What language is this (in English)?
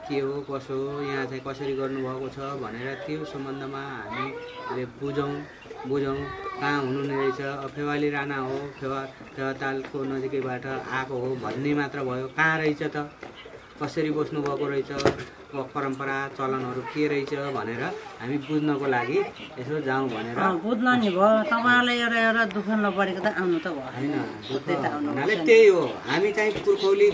Nepali